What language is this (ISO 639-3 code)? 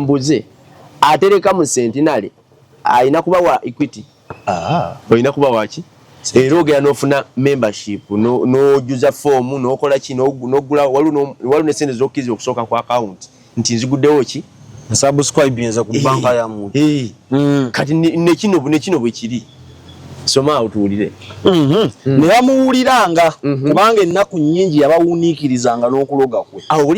lug